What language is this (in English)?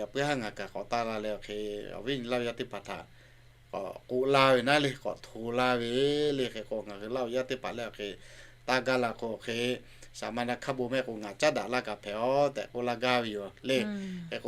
Lahu